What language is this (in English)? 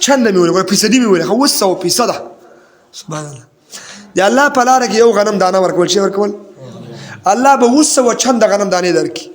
Pashto